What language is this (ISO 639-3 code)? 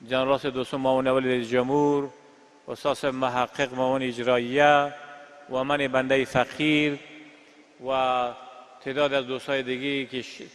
tgk